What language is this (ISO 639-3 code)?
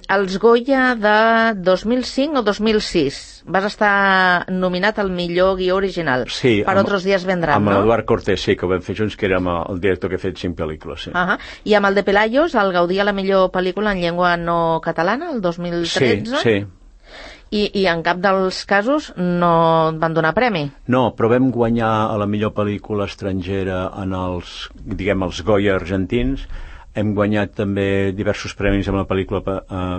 cat